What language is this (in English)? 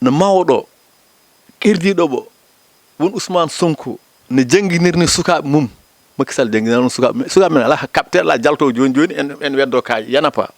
Fula